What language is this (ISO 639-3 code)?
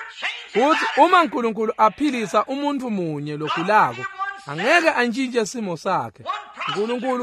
ssw